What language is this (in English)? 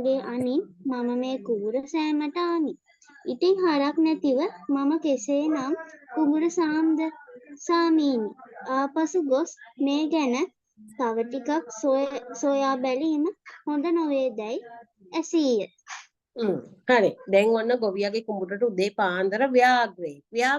Sinhala